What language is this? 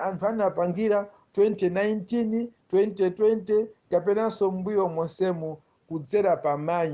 Nyanja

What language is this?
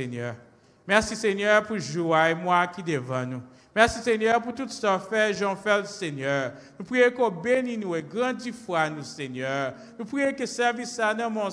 French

